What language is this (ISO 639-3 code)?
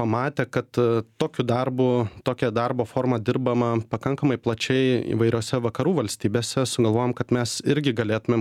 lit